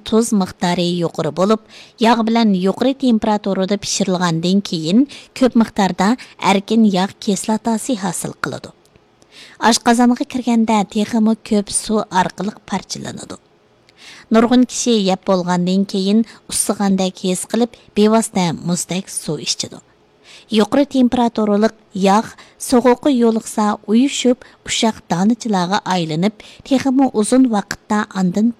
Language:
Uyghur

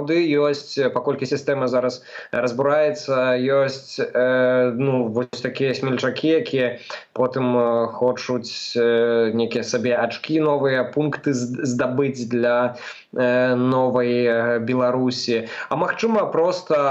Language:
Belarusian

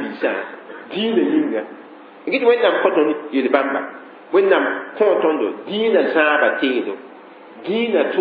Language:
Mossi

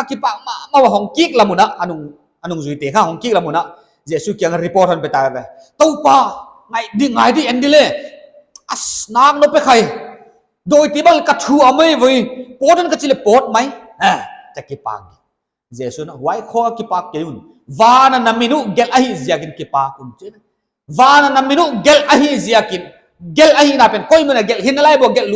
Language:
Paite Chin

